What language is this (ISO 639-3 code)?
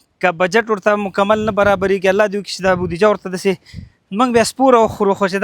pus